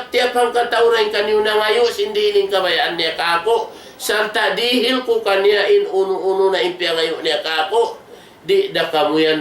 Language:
Tausug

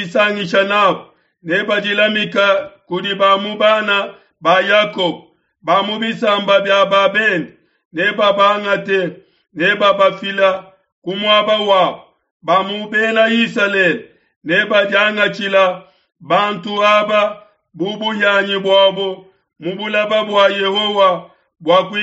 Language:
Luba-Lulua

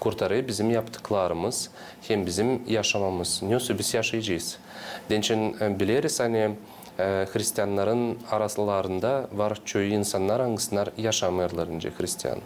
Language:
Gagauz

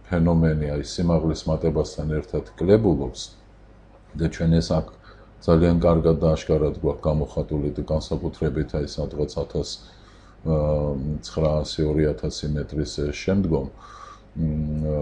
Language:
Georgian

